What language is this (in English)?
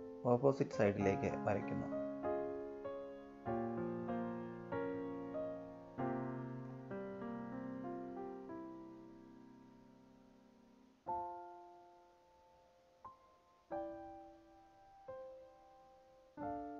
Malayalam